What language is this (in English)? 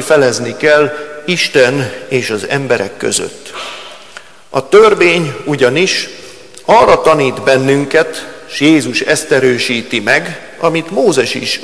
Hungarian